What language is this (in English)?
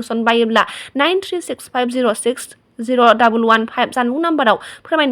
Bodo